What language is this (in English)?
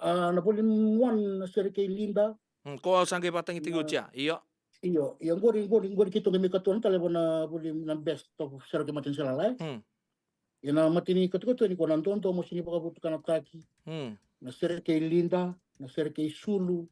Fijian